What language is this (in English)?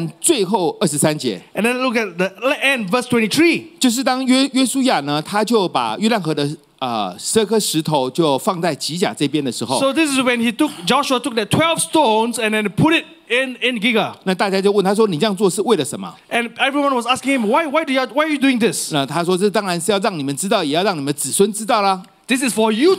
Chinese